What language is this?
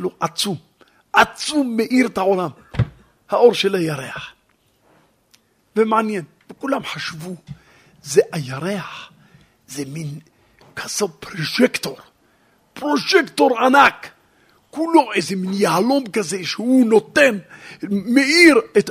Hebrew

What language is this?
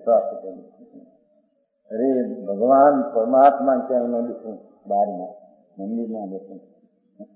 Gujarati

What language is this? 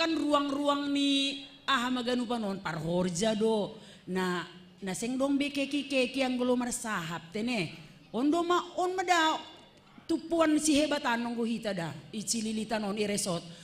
Batak Simalungun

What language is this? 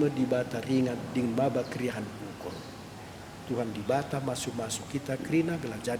Batak Karo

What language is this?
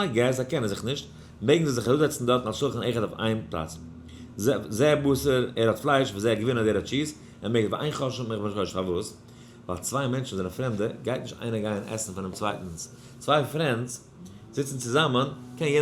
Yiddish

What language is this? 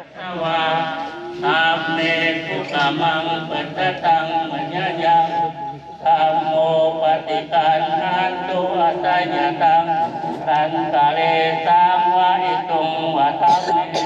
Pali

